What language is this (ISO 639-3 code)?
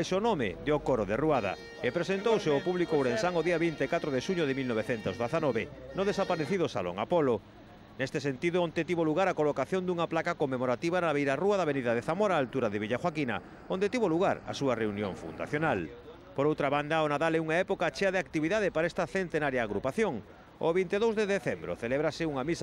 glg